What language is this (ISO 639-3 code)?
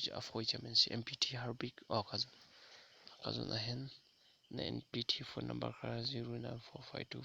cnh